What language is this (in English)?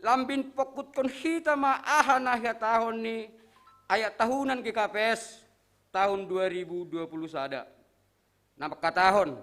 Batak Simalungun